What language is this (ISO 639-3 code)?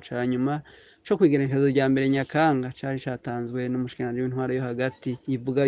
run